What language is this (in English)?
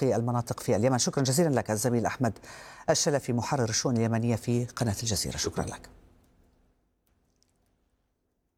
Arabic